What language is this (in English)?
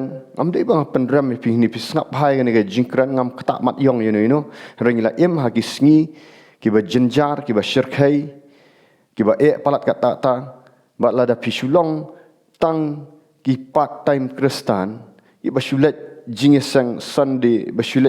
Khasi